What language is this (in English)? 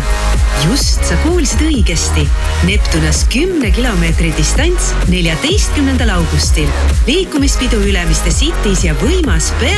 Estonian